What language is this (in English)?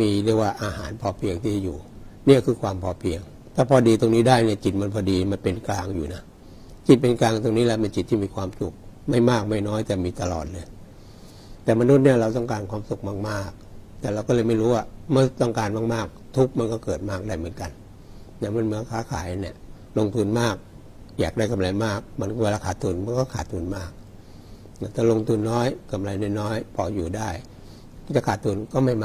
Thai